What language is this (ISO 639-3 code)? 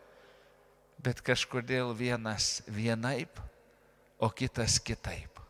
lit